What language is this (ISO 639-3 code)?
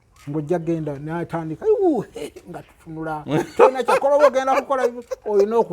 lug